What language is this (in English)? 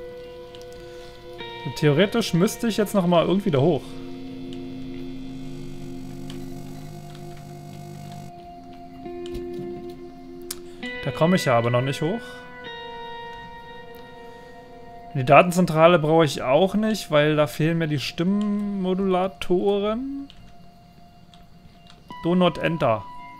German